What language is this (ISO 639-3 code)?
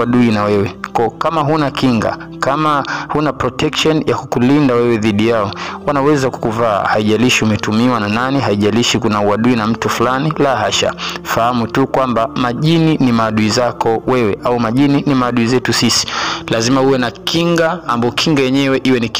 swa